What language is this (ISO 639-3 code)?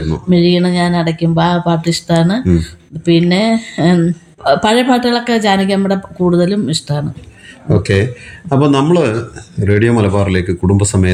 mal